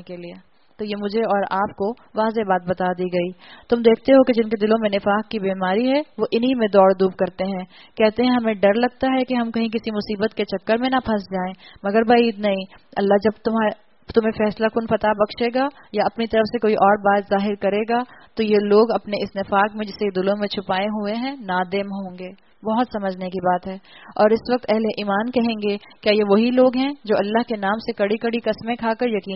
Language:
Urdu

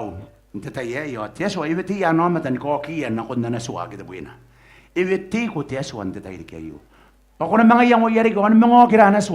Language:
Gilbertese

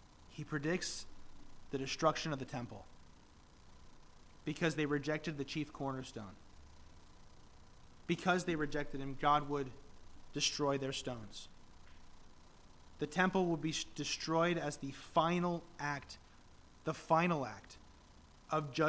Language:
English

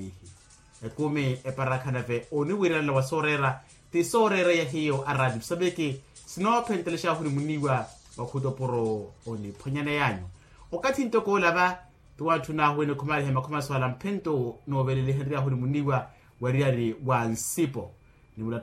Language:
Makhuwa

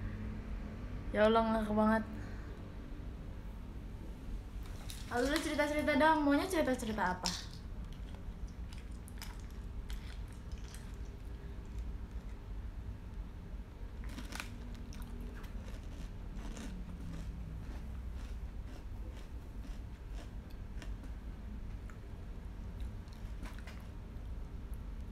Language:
Indonesian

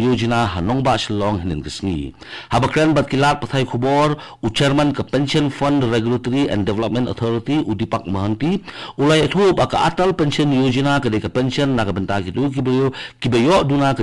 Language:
Khasi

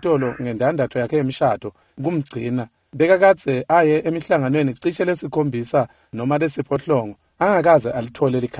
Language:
Swati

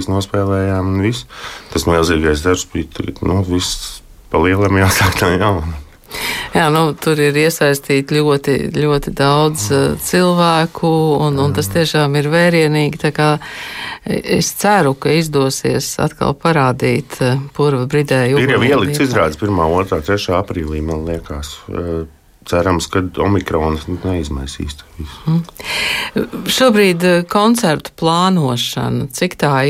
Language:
Latvian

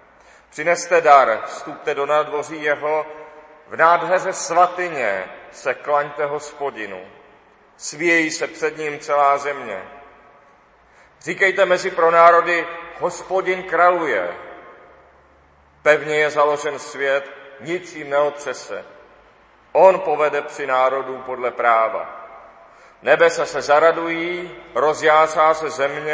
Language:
Czech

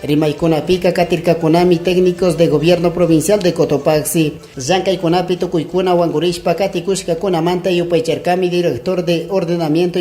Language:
Chimborazo Highland Quichua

